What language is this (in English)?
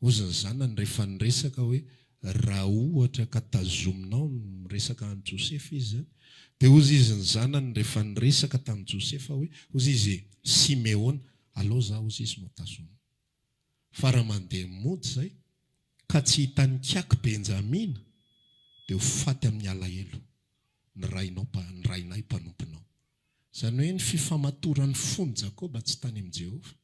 Malagasy